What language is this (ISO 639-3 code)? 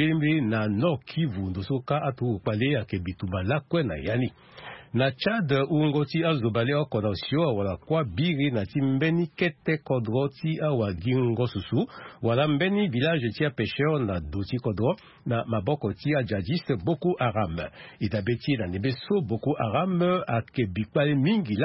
sag